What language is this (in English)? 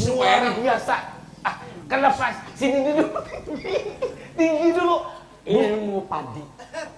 Banjar